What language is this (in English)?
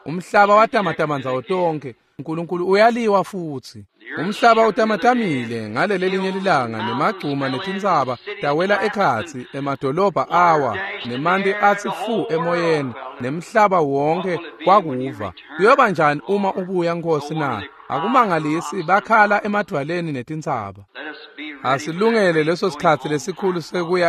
Swati